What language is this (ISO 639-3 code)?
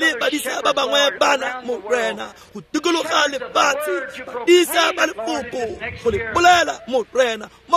tsn